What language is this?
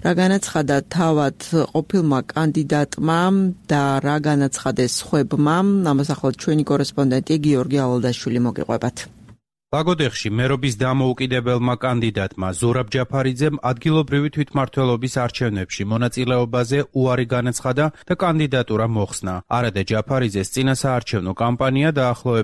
Georgian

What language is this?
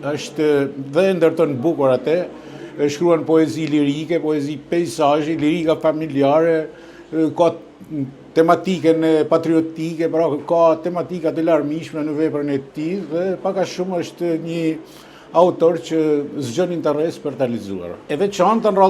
Albanian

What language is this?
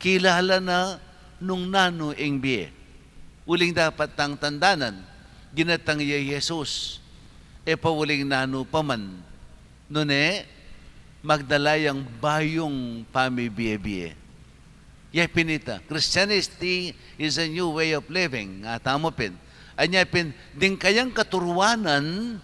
Pampanga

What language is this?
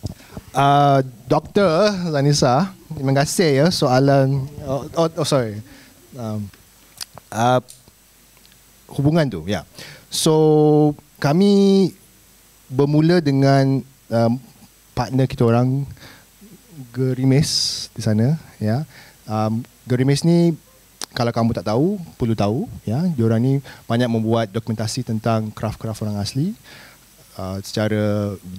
Malay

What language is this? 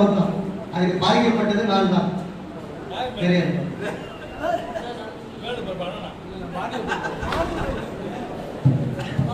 Tamil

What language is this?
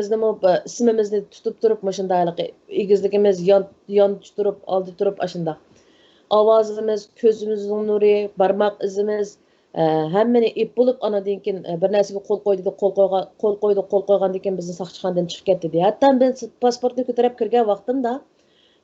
Uyghur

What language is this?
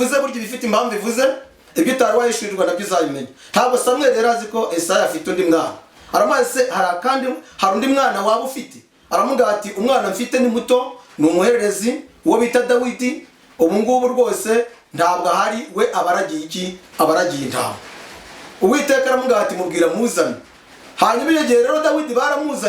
Kinyarwanda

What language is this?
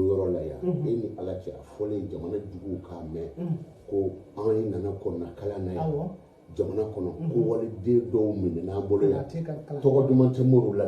Bambara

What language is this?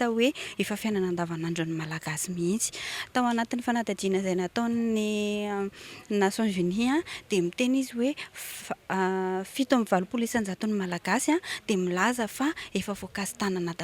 Malagasy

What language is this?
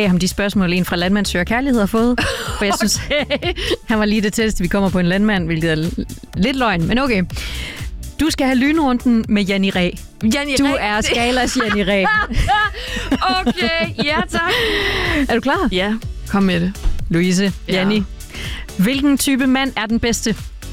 Danish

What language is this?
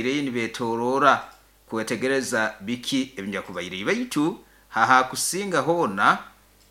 Nyoro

